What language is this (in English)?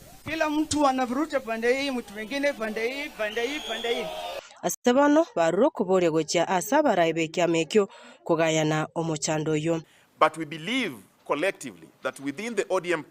Gusii